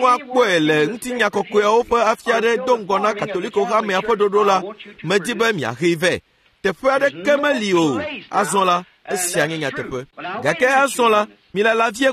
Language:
Ewe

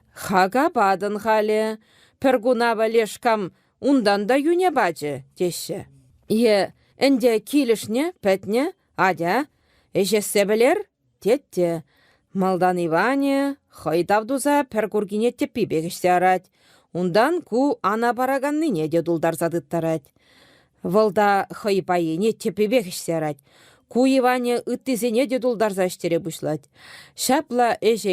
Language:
Chuvash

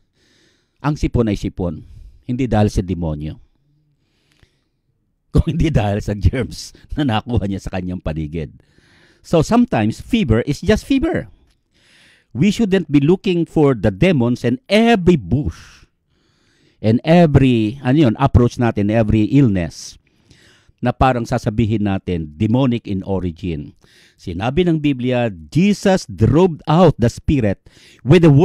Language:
Filipino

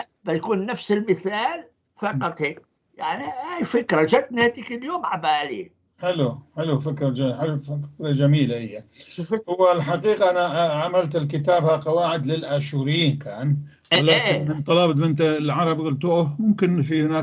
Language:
North Levantine Arabic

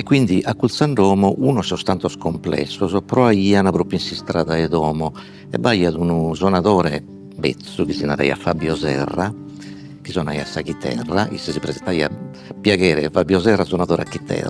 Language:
Sardinian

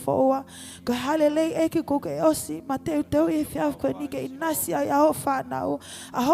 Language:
Tongan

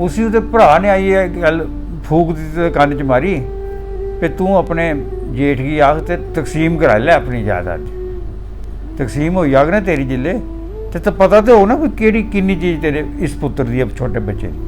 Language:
Dogri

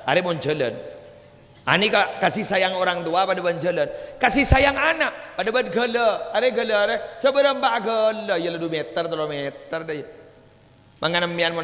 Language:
Madurese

